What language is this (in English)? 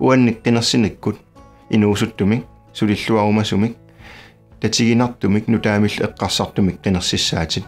Kalaallisut